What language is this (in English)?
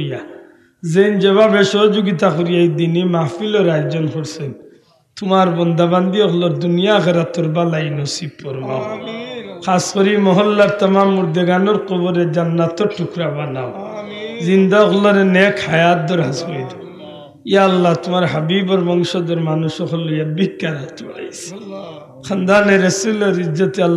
Sylheti